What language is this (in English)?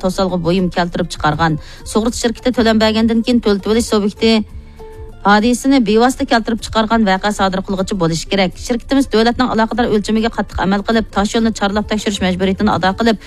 Uyghur